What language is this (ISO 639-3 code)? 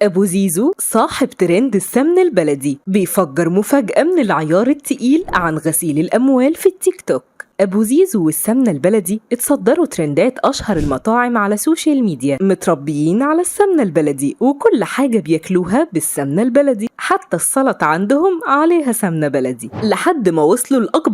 arz